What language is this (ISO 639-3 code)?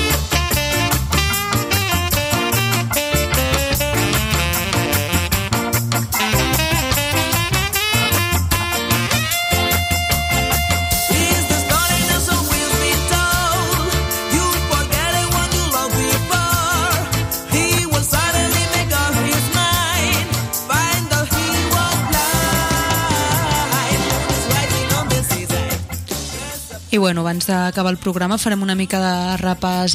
cat